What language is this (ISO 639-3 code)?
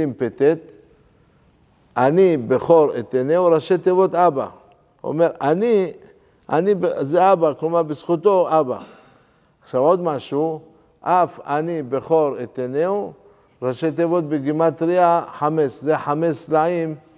heb